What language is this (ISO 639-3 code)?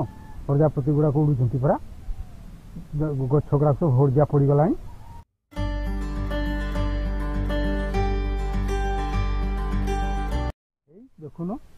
ori